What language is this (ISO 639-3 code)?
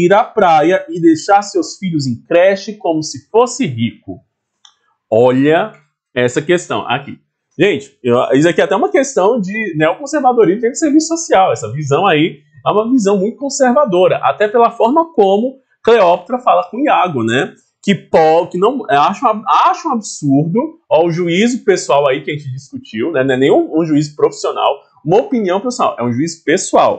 por